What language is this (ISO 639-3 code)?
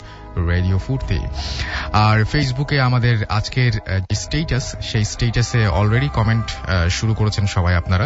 ben